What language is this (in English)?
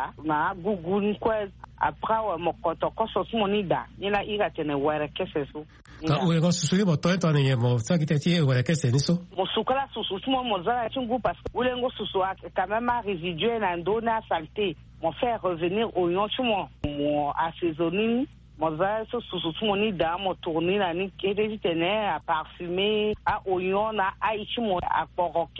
Sango